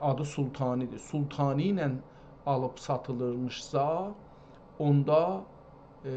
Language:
South Azerbaijani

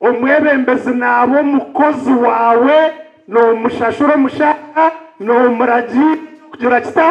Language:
Nyankole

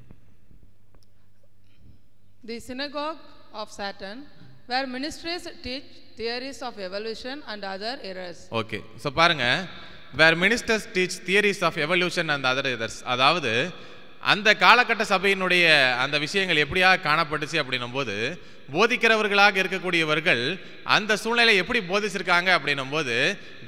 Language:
Tamil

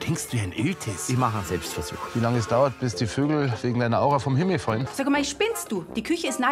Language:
German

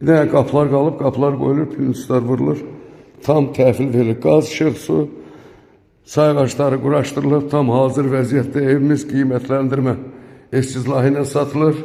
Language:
Azerbaijani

